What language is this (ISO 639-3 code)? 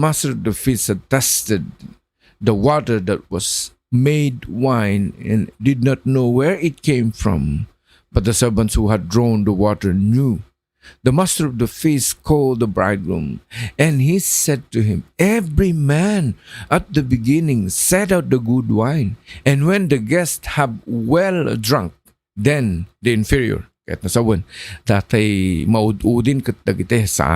ilo